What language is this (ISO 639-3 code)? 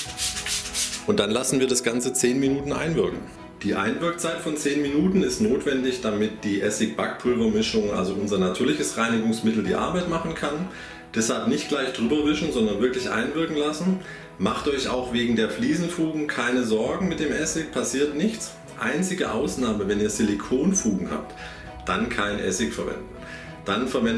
deu